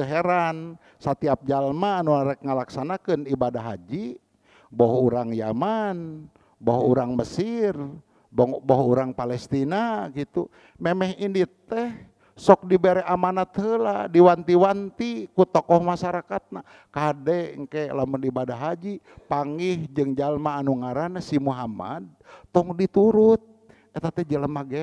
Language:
Sundanese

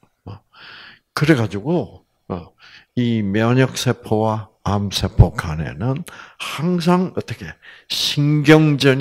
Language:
Korean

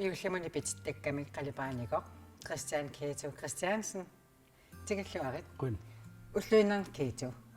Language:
Kalaallisut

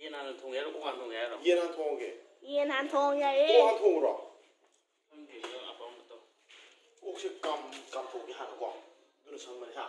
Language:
Manipuri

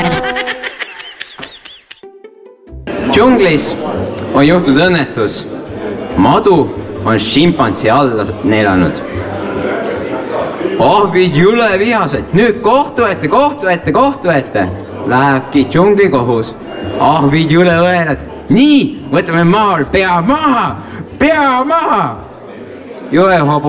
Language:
Estonian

